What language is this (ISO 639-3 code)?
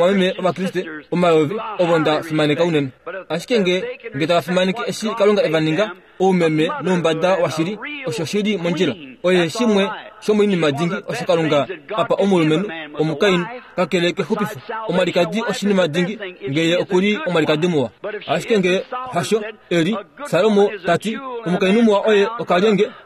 kua